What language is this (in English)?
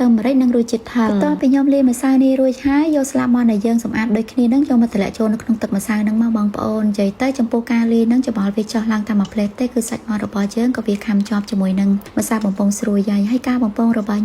Khmer